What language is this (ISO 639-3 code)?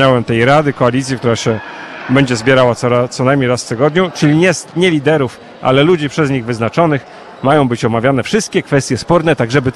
pol